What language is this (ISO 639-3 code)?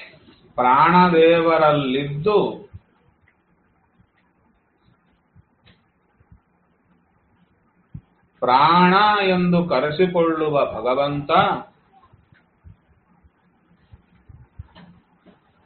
kan